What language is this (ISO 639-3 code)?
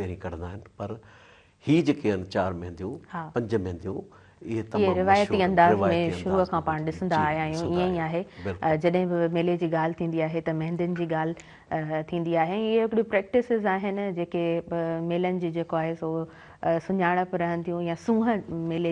snd